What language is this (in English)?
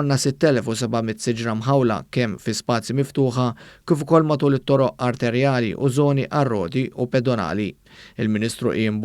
Maltese